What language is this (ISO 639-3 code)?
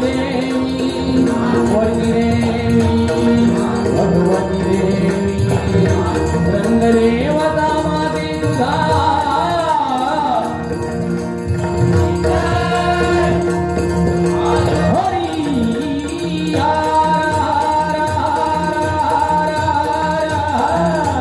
mar